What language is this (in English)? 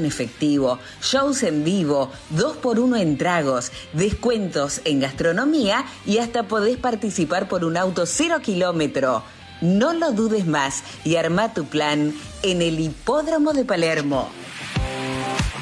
Spanish